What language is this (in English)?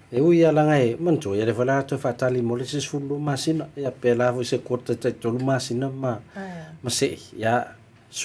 Samoan